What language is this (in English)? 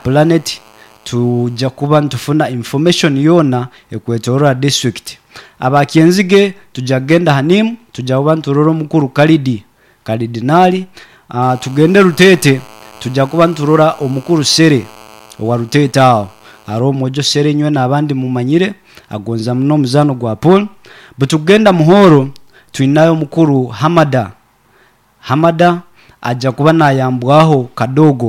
Nyoro